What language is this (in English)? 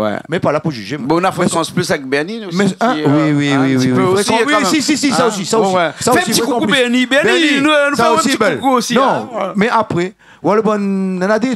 Réunion Creole French